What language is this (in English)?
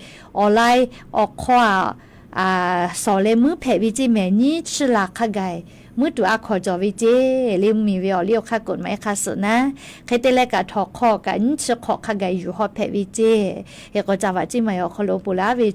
Lahu